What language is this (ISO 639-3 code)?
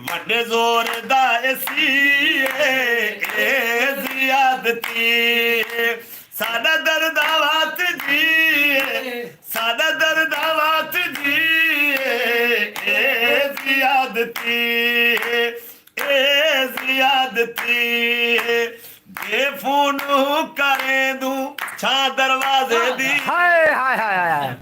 skr